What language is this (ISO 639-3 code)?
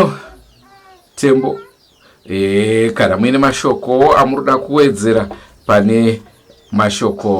sna